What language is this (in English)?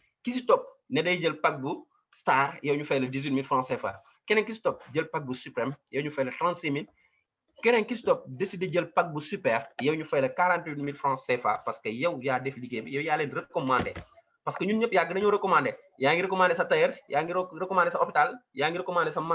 Wolof